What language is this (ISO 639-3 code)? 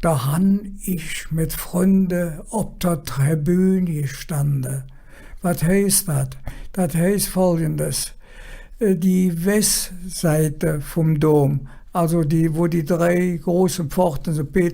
ksh